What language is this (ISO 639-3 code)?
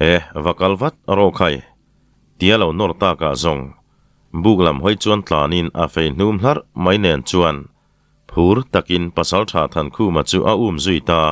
lus